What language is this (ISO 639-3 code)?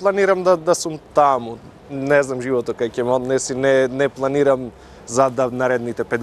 mkd